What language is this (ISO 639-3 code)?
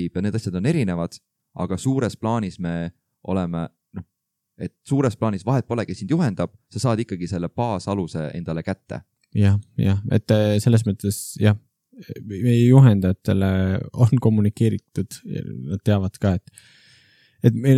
est